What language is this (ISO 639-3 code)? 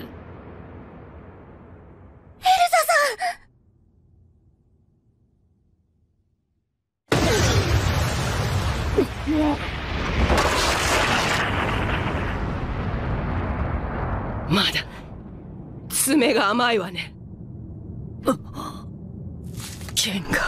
jpn